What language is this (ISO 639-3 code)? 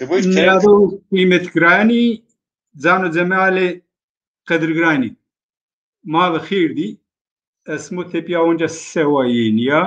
zza